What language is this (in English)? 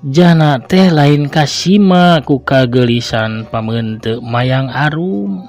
Sundanese